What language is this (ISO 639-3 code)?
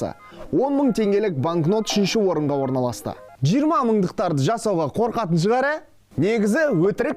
kaz